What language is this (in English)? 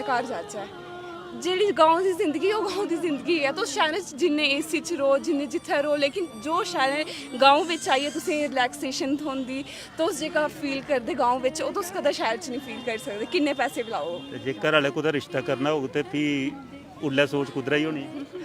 Dogri